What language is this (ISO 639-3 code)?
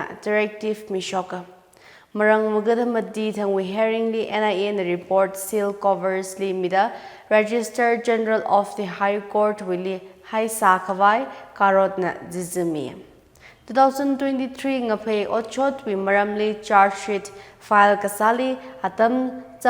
nmf